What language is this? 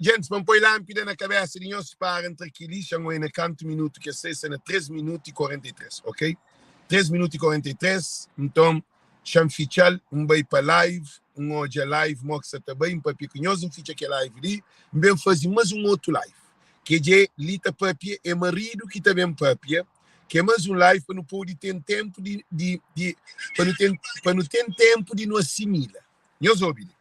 Kabuverdianu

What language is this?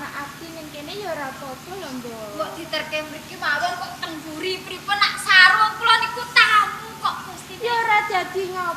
Javanese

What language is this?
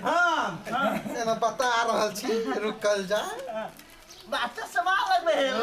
Maithili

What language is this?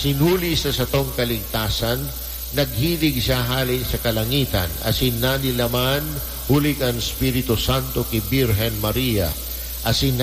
Bikol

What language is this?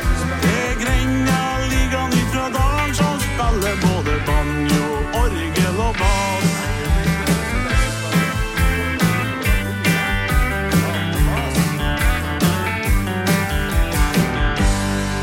Norwegian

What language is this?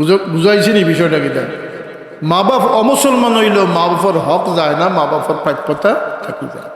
Sylheti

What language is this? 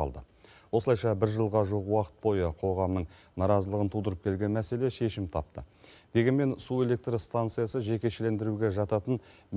Kazakh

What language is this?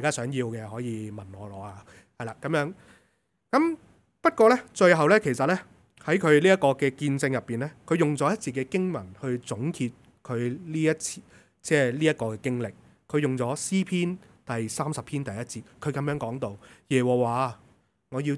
Cantonese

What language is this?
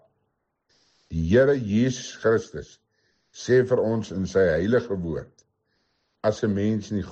Afrikaans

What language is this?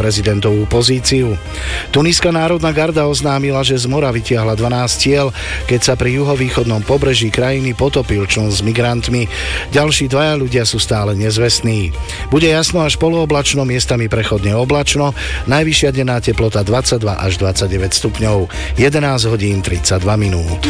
Slovak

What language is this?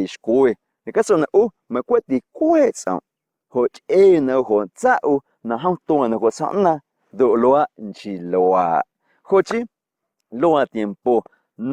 Guerrero Amuzgo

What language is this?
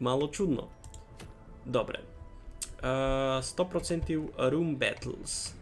Rusyn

